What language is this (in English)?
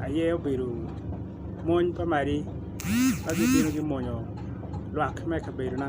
Acoli